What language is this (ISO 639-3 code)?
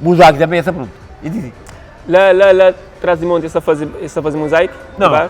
kea